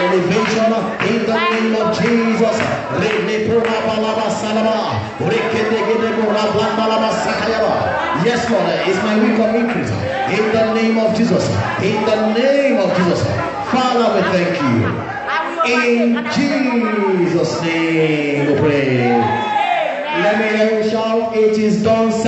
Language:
English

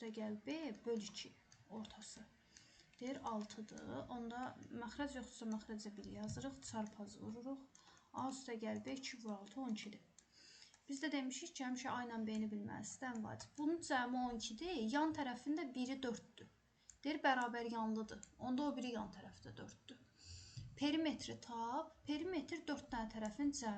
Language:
Azerbaijani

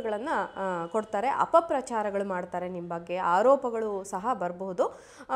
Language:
Kannada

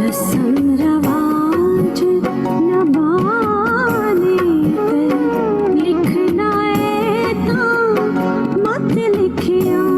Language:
Dogri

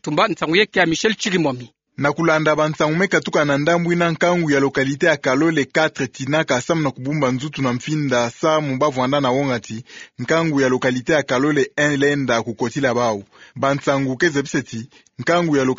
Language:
Kituba (Democratic Republic of Congo)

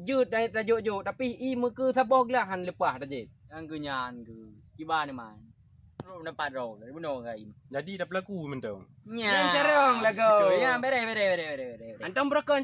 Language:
Achinese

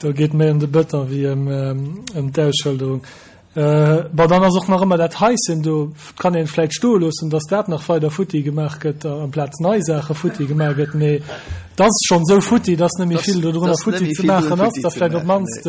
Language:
Luxembourgish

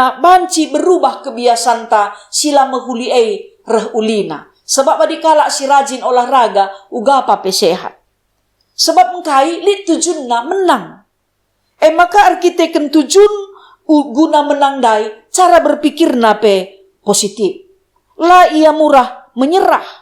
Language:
Batak Karo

